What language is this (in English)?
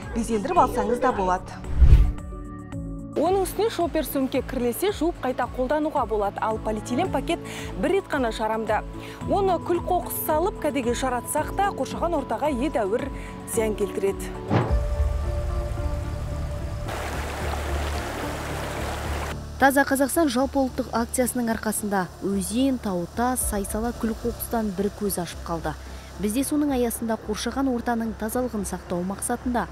Kazakh